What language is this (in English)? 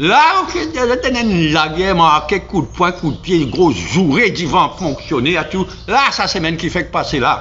Morisyen